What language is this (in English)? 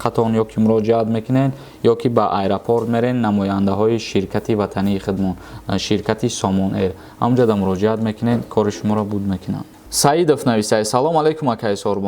Tajik